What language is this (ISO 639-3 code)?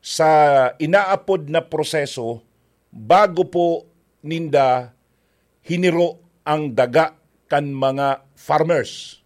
bik